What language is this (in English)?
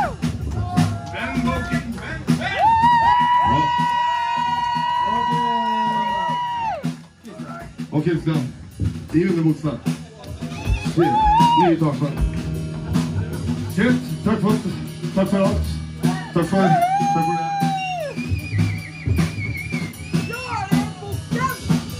Norwegian